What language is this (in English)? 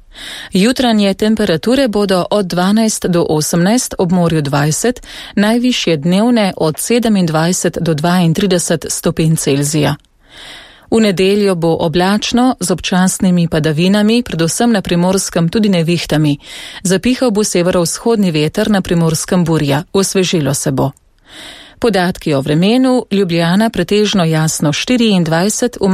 Slovenian